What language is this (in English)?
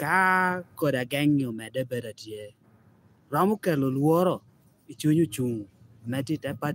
Lango (Uganda)